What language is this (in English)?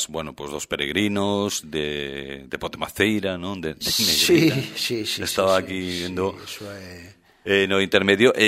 Galician